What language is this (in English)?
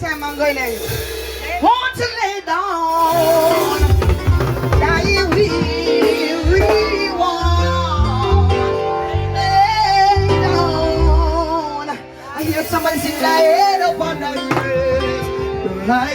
Jamaican Creole English